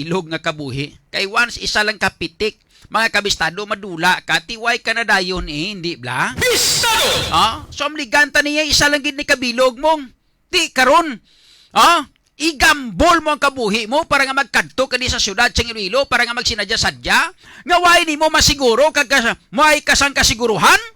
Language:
Hiligaynon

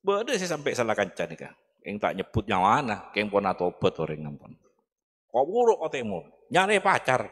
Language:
Madurese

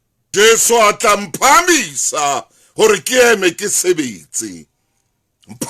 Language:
Southern Sotho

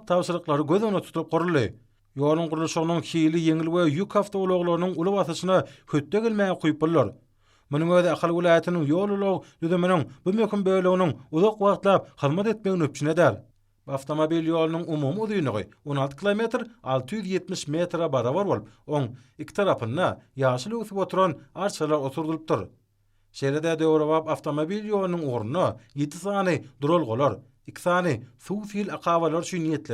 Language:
Turkmen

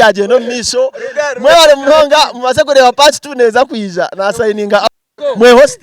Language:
Nyankole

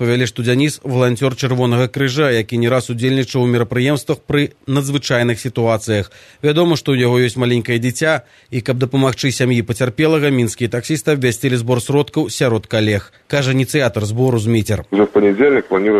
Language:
Belarusian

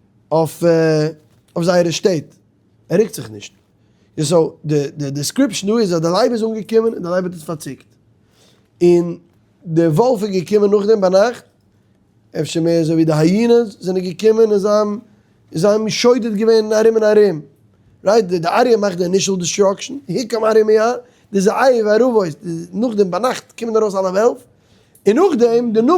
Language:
Yiddish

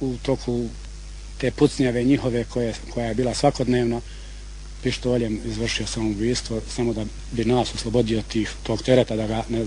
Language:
Bosnian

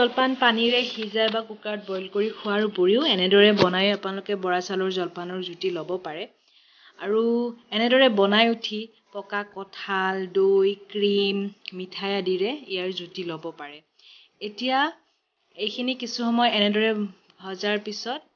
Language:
Assamese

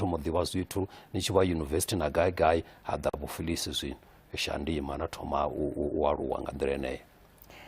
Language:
Venda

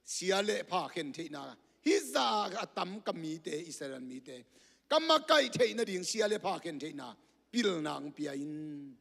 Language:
Tedim Chin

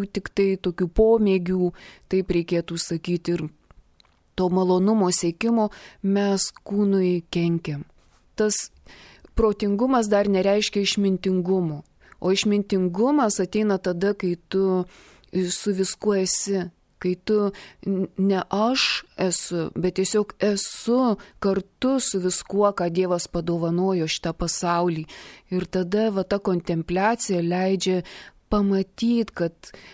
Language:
Lithuanian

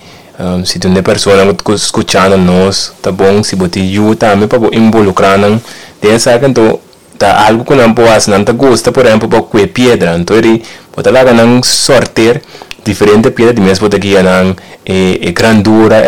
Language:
Papiamento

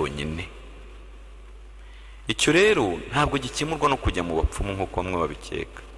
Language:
Kinyarwanda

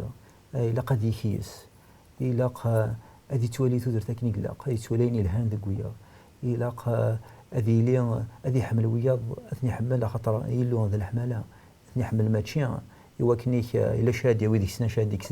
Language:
Kabyle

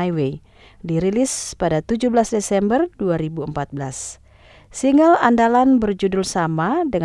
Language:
Indonesian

